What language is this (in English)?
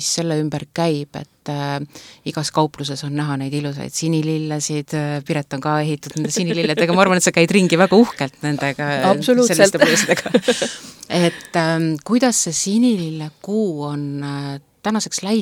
Estonian